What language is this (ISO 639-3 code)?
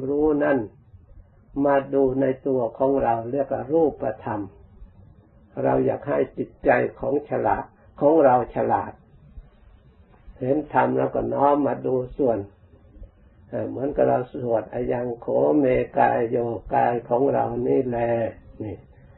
tha